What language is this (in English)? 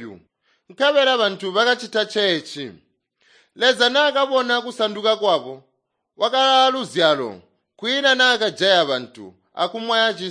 Tonga (Zambia)